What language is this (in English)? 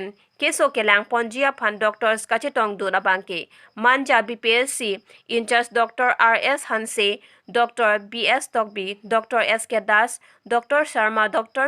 Karbi